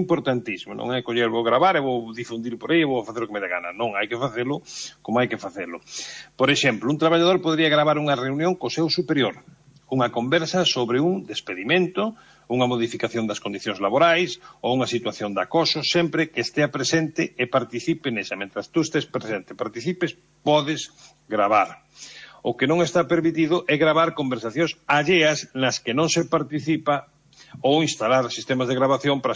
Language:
Galician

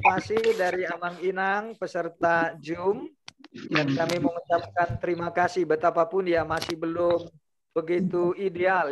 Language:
Indonesian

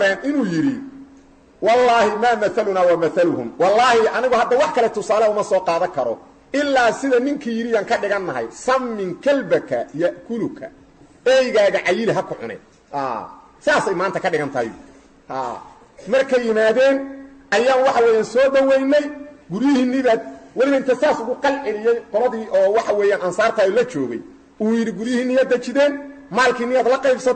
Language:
Somali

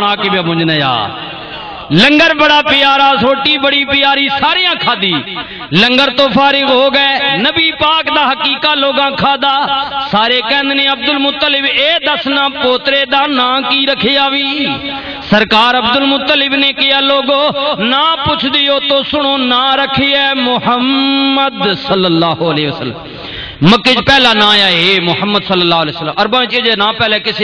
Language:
Western Panjabi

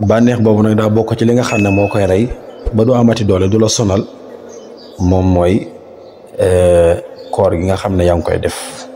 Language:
Wolof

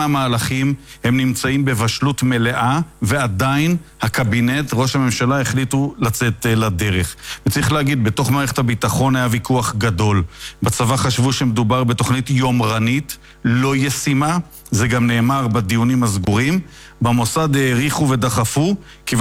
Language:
Hebrew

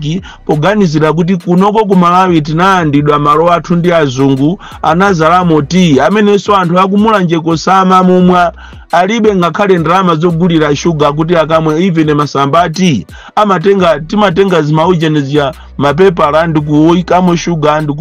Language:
Nyanja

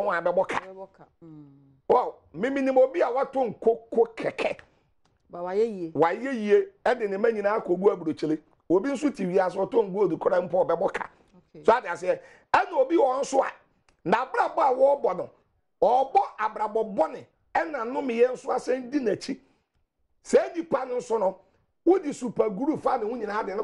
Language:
Akan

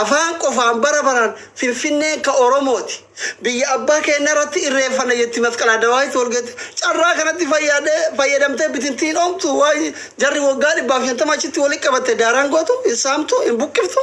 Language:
Oromo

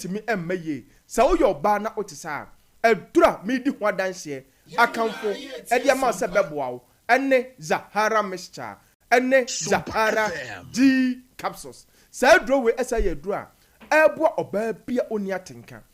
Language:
Akan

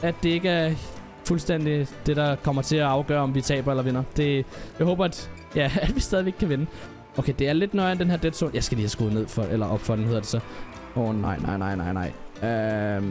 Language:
Danish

